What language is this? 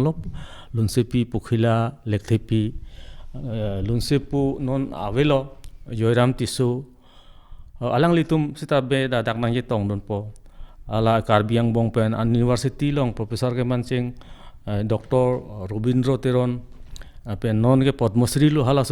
Karbi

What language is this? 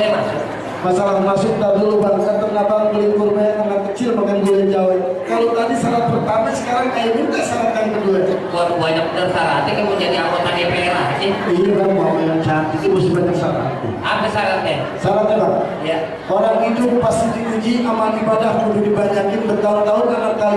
Betawi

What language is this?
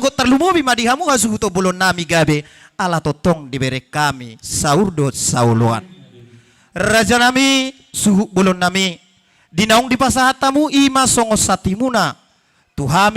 Batak Toba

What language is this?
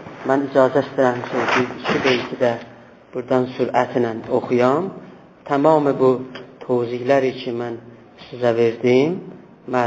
South Azerbaijani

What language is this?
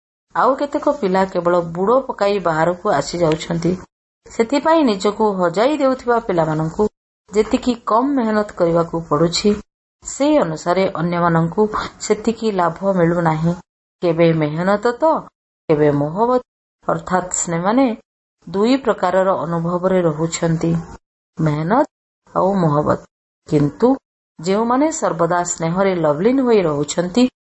Odia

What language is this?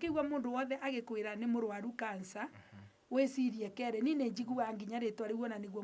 Kikuyu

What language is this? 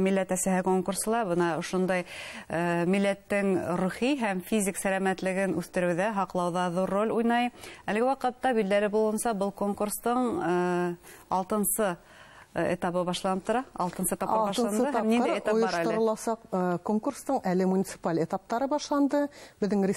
Bashkir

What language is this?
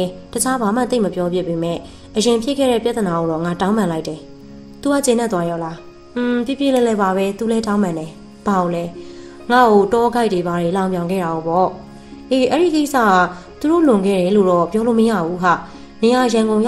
Burmese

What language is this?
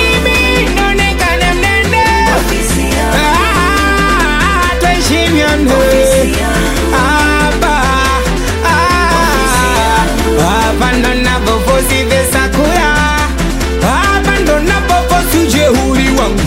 Swahili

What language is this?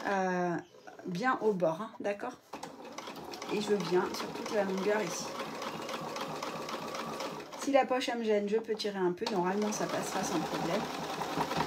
French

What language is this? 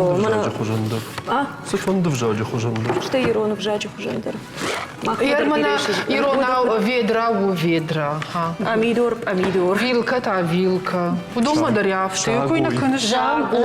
Ossetic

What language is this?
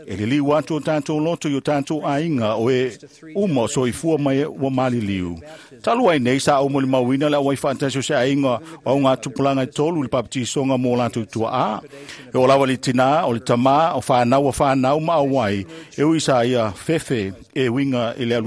Samoan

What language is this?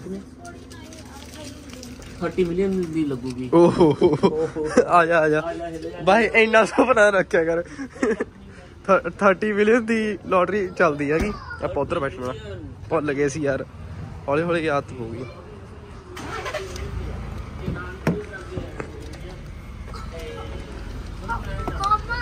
Punjabi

